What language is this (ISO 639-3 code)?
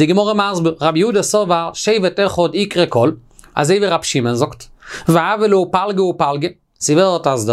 yid